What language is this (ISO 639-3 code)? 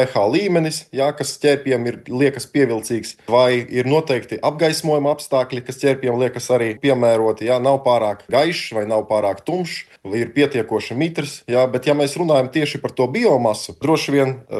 lav